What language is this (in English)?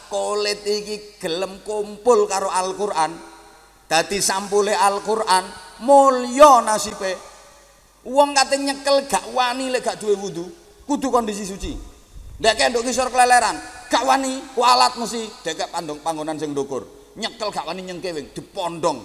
Javanese